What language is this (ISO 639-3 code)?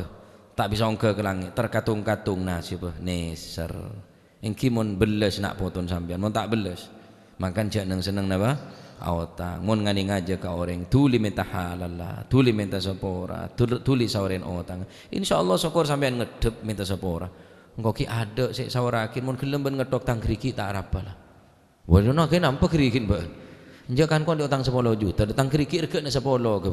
mad